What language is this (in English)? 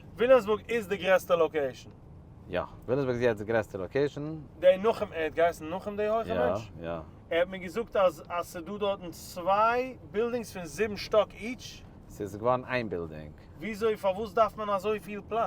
Yiddish